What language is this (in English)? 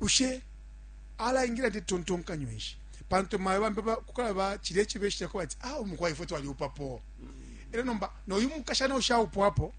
Bemba